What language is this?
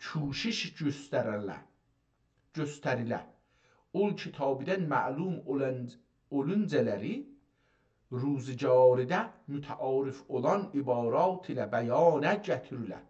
South Azerbaijani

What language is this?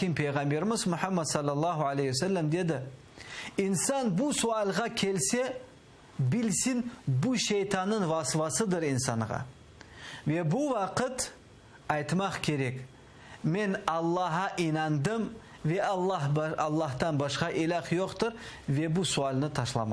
Crimean Tatar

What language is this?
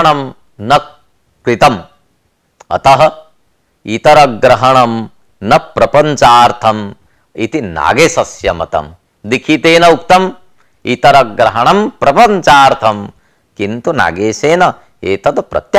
Sanskrit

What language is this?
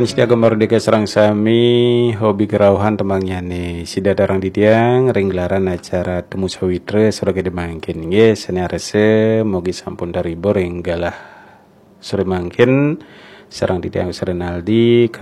Balinese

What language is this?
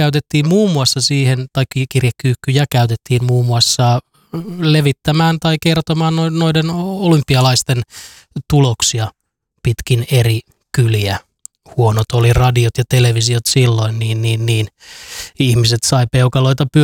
Finnish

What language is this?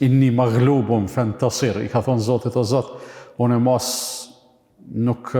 Albanian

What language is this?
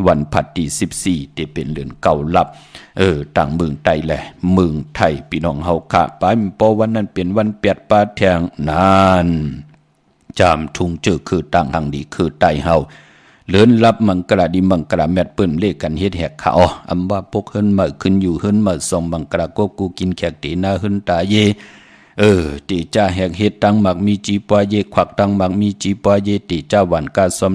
Shan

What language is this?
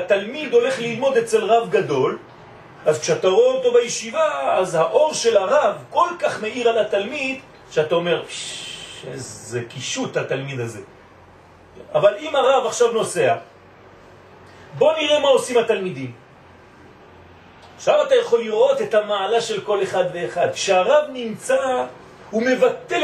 Hebrew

